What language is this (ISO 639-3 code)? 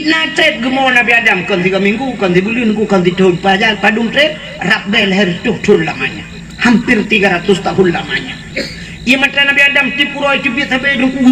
ace